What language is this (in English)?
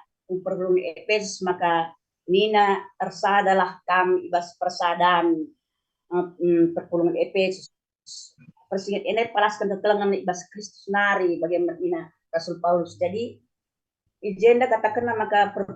Batak Karo